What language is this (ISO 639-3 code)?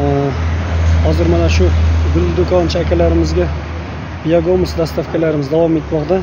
uzb